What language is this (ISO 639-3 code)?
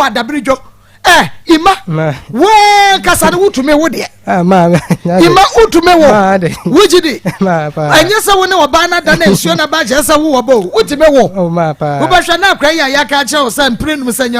aka